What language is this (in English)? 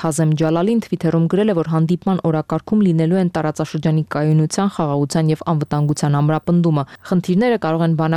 Armenian